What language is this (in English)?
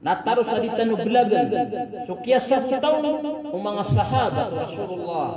Maranao